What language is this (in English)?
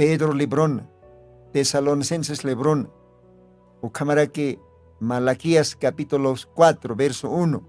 Aymara